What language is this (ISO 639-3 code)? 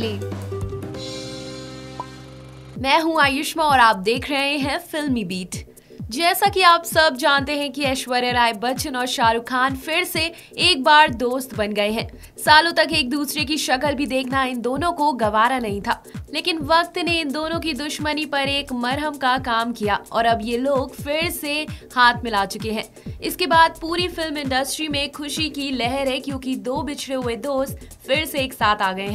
hin